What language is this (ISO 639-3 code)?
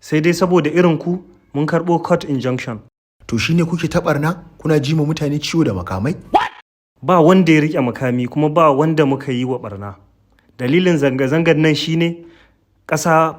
hau